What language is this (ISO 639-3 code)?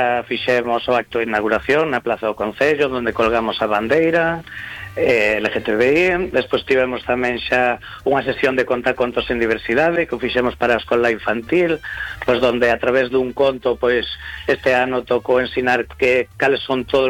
glg